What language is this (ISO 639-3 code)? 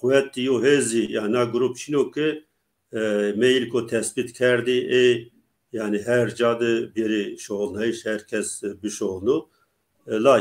zza